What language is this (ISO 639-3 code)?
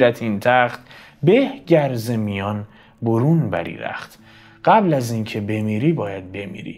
fas